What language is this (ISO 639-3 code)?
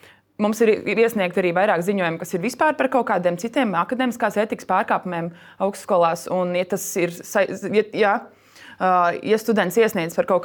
lav